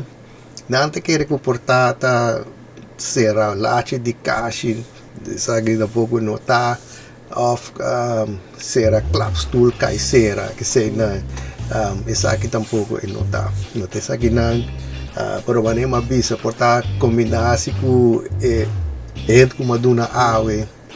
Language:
Papiamento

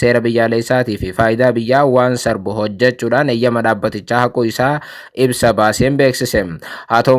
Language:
Oromo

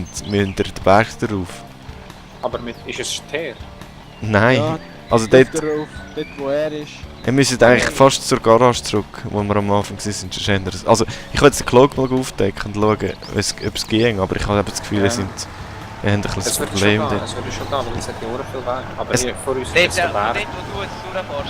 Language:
Swiss German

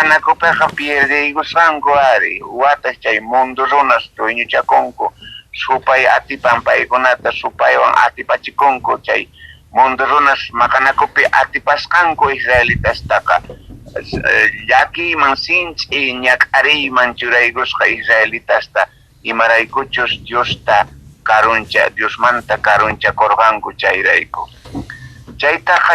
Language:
South Bolivian Quechua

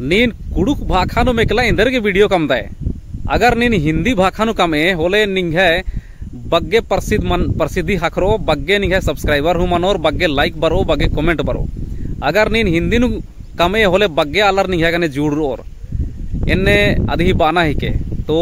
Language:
Kurukh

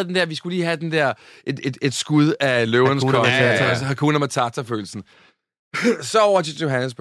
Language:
Danish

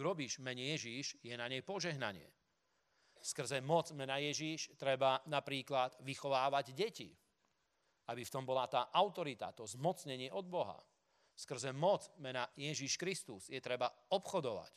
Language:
Slovak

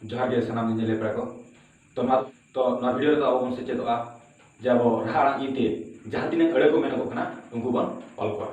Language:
Santali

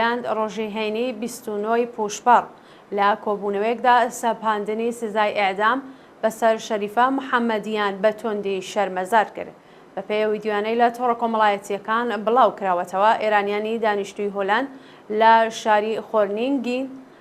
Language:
Central Kurdish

